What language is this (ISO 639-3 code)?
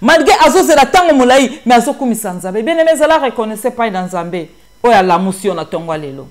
lin